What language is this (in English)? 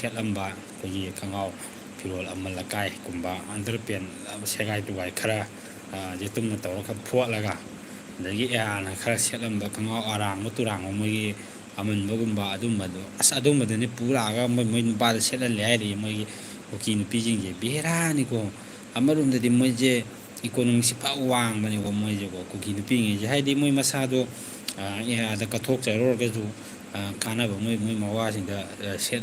Manipuri